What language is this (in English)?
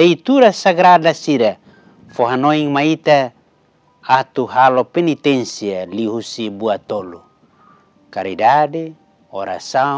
Tetum